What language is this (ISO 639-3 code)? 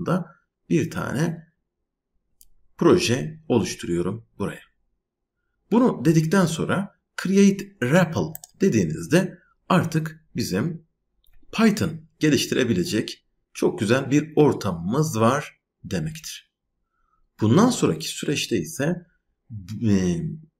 tur